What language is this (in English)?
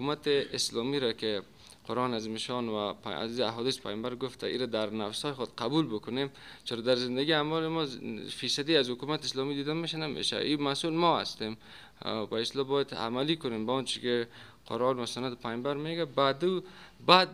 Persian